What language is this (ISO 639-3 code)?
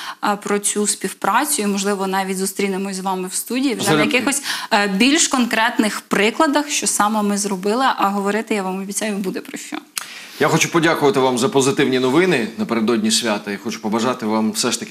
ukr